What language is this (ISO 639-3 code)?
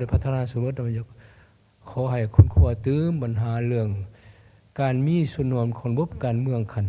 lao